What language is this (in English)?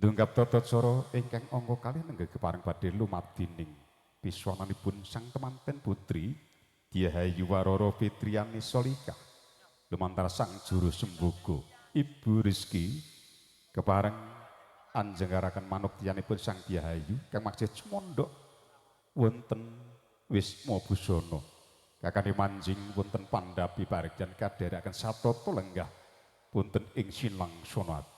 Javanese